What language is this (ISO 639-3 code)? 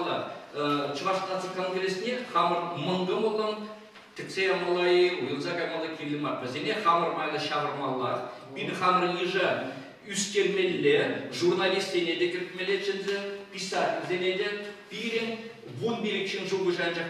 chv